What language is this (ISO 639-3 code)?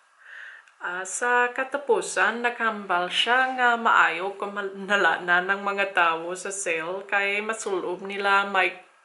hil